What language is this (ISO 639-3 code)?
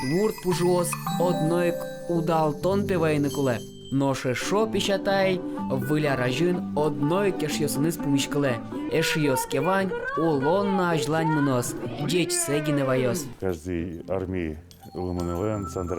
udm